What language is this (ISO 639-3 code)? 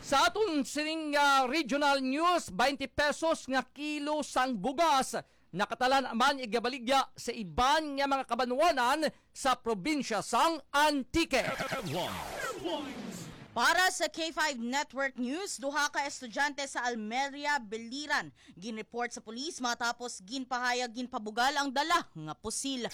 hil